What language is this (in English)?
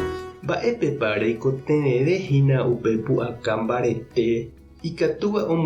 Guarani